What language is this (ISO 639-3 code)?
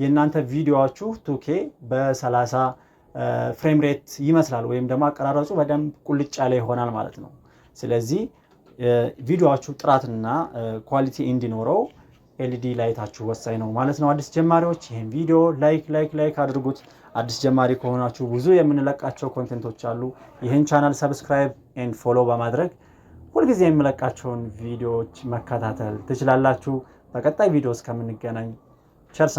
amh